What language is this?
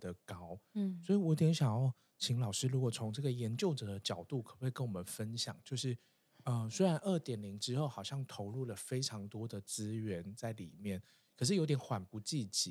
Chinese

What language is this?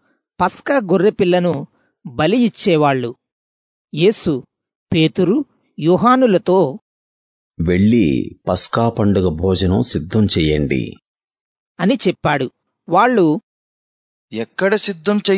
Telugu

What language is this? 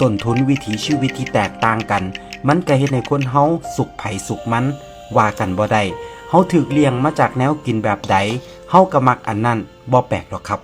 Northeastern Thai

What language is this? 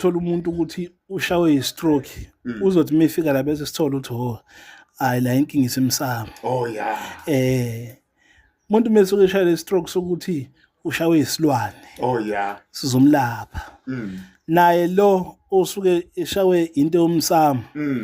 Zulu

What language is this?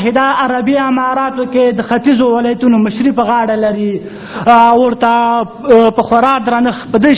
Pashto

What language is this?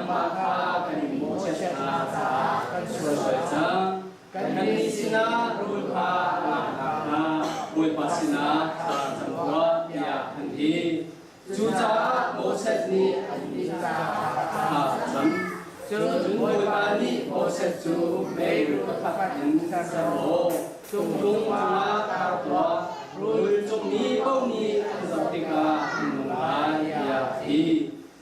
Hakha Chin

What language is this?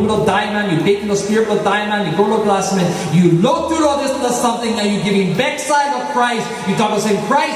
Tok Pisin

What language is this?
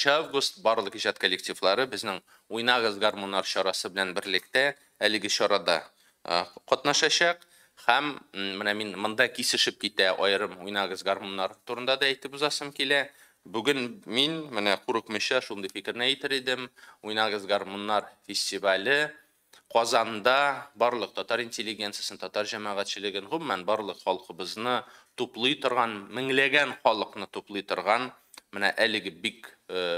Tatar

